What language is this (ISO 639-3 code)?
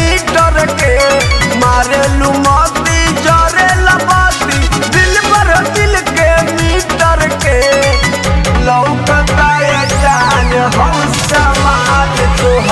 bho